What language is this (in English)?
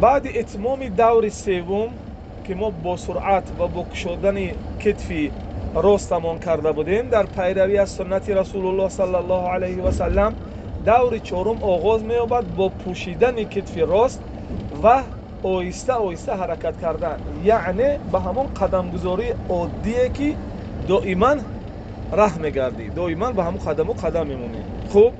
Tajik